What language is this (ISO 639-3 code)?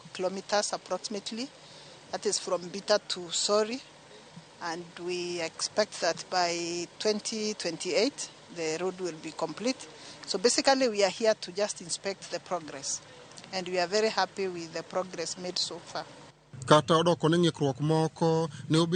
luo